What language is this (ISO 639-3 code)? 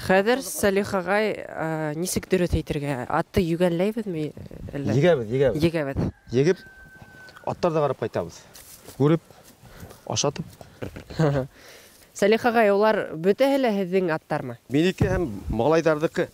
bak